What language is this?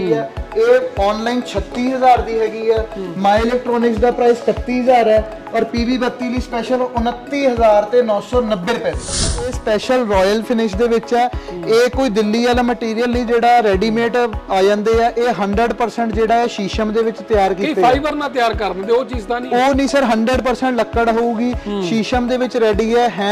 Punjabi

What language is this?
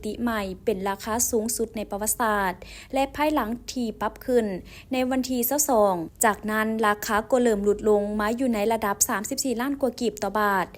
Lao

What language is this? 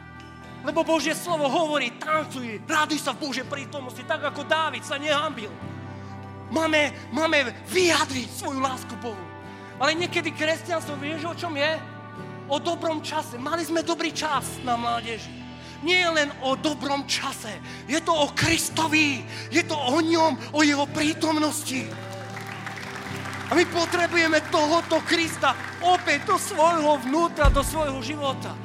Slovak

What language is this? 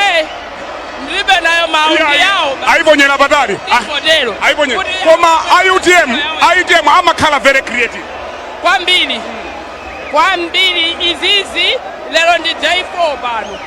Nyanja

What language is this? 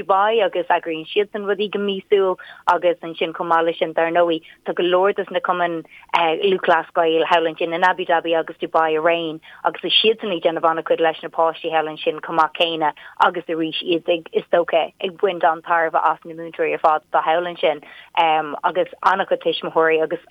Irish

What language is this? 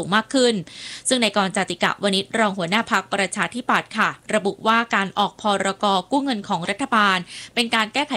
Thai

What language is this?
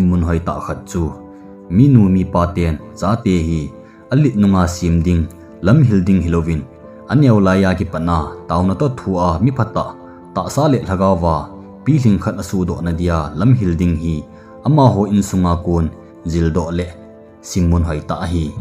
Thado Chin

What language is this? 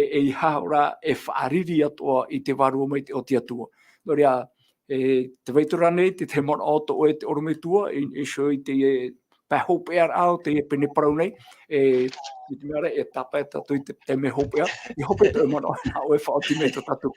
Tahitian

